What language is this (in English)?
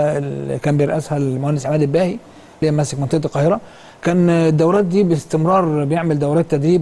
Egyptian Arabic